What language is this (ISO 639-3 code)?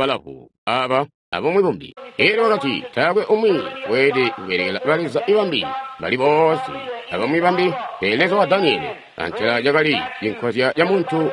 toi